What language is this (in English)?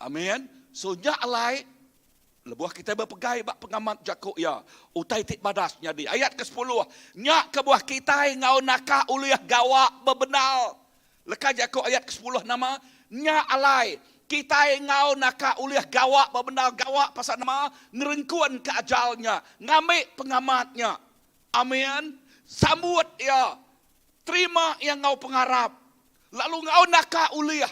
Iban